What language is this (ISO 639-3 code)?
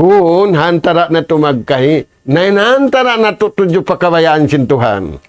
tsg